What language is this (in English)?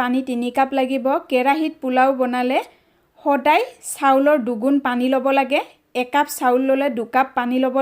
Assamese